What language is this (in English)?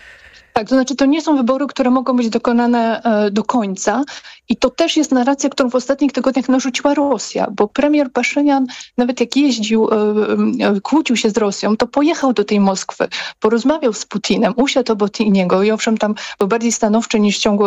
Polish